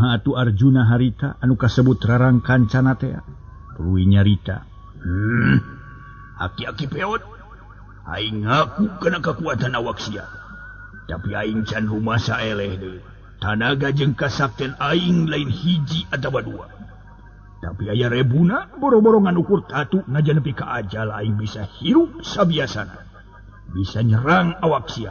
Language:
Sundanese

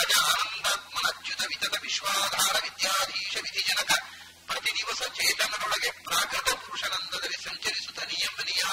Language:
Kannada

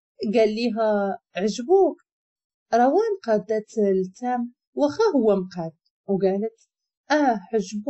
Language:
Moroccan Arabic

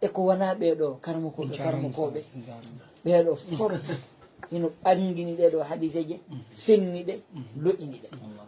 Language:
Fula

